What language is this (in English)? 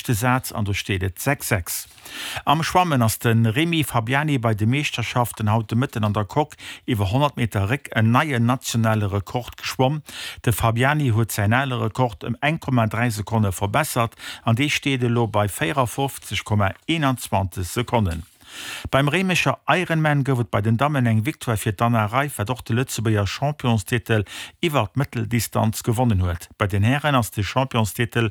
Luxembourgish